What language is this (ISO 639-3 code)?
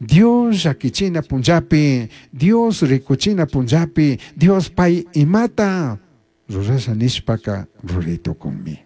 qug